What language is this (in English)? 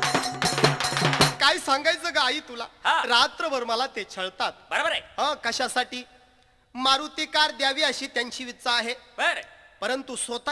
Marathi